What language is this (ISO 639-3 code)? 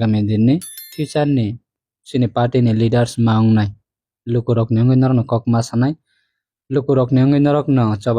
trp